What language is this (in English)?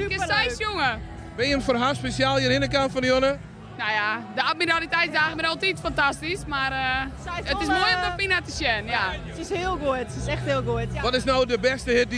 Western Frisian